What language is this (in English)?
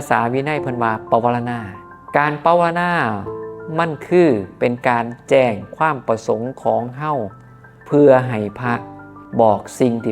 Northeastern Thai